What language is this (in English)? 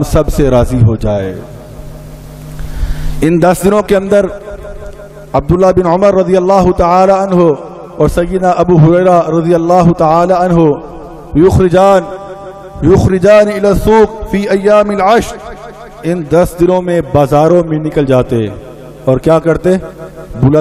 Urdu